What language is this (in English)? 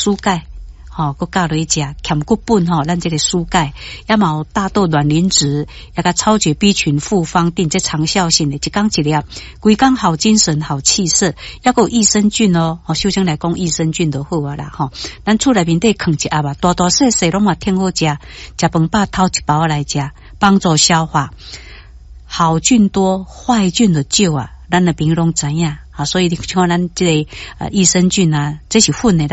Min Nan Chinese